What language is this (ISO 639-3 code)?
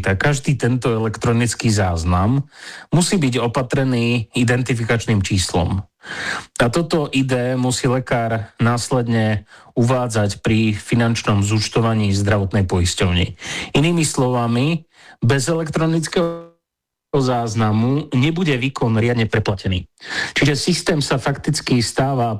slk